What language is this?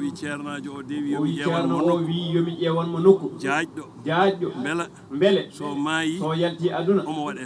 Fula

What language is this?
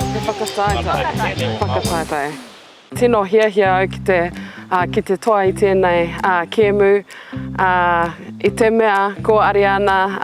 Māori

